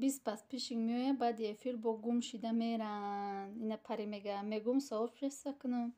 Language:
Tajik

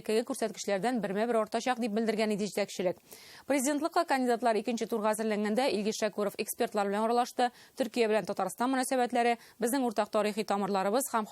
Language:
Tatar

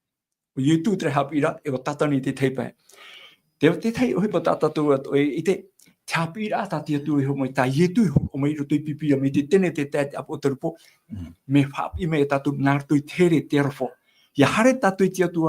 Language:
Tahitian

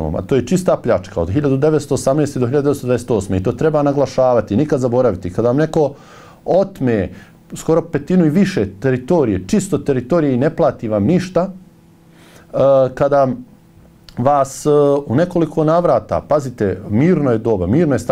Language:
Bosnian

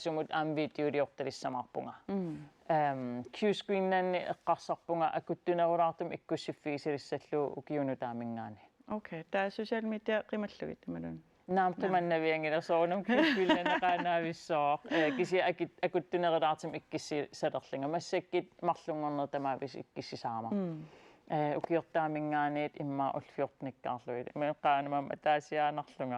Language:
Kalaallisut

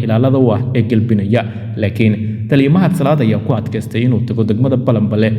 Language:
Somali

